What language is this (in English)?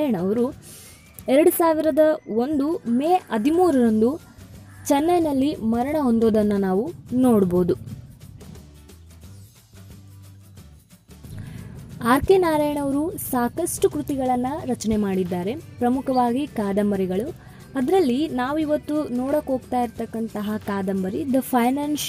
Kannada